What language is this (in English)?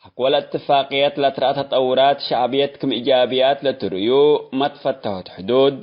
Tigre